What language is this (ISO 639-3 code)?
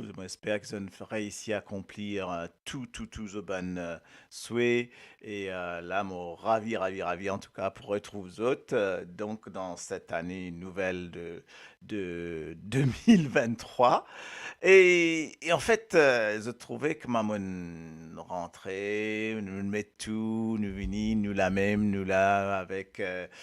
mfe